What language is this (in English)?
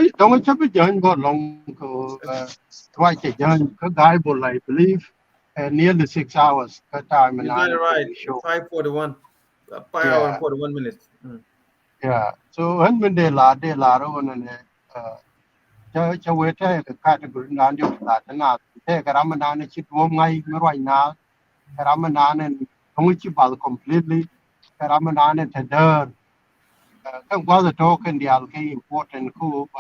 Nuer